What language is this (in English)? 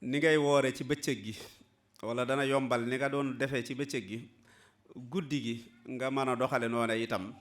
Wolof